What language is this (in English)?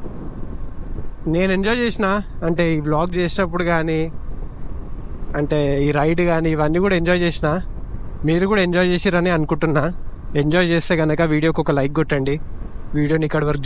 Telugu